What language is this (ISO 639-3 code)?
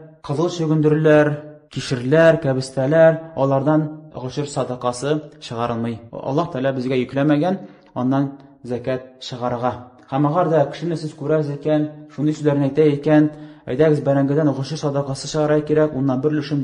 tat